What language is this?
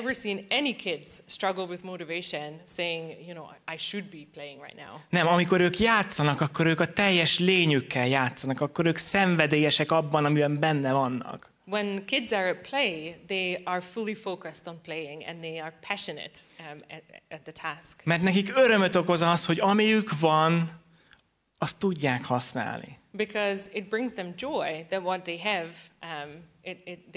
Hungarian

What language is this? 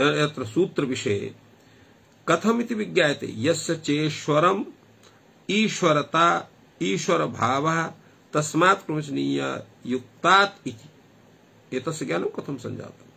Sanskrit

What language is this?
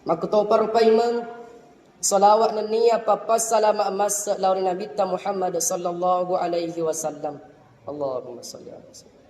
Buginese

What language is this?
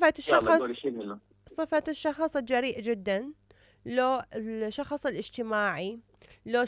Mesopotamian Arabic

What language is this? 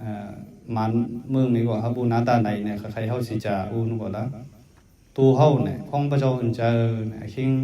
Mon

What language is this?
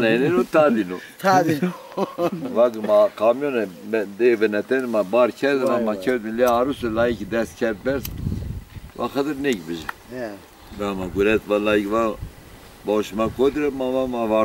Zaza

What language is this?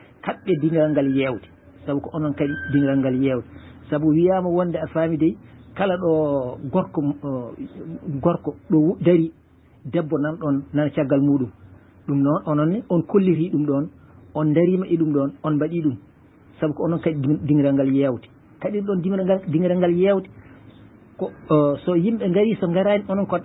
Fula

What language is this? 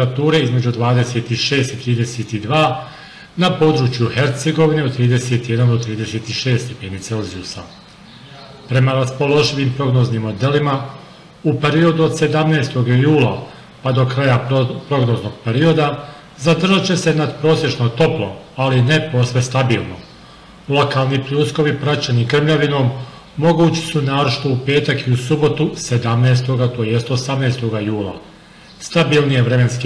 Bosnian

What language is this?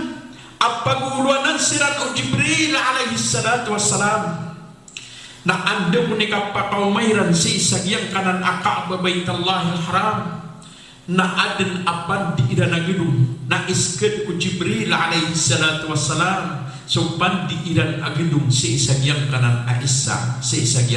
Maranao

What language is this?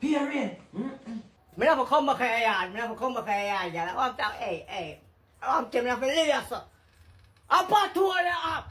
Jamaican Creole English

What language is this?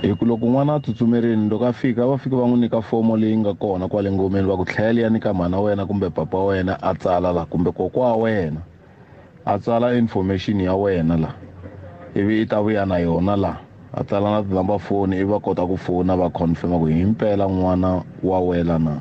Tsonga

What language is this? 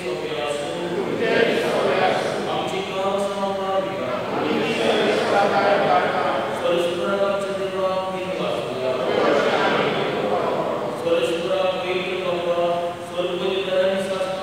Konkani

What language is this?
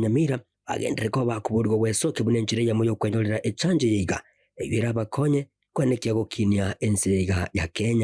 Gusii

